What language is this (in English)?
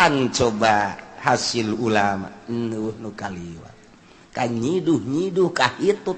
Sundanese